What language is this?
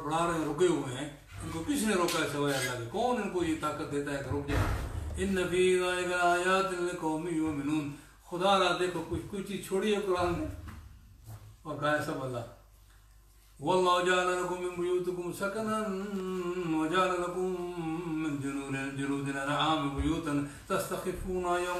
Urdu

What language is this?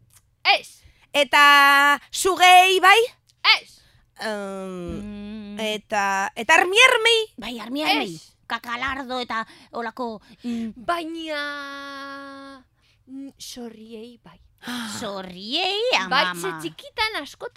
Basque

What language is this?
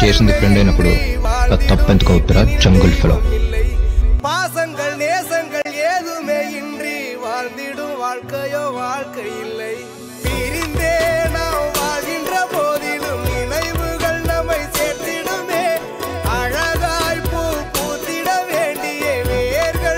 Tamil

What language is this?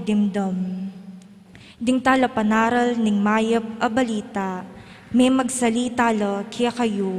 Pampanga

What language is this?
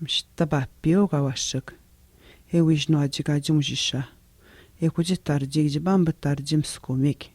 Atikamekw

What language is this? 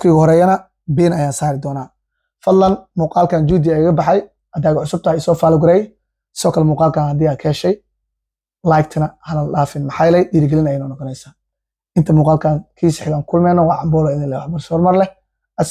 Somali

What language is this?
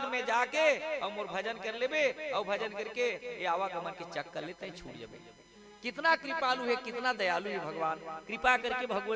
Chhattisgarhi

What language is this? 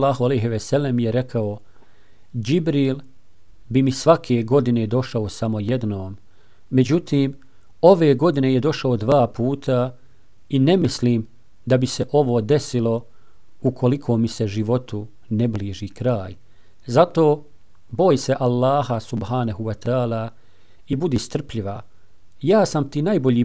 Bosnian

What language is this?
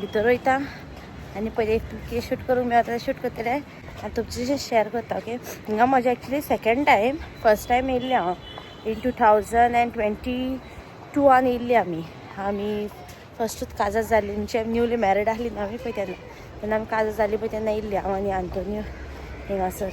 Konkani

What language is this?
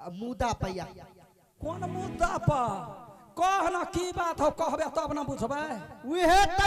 Maithili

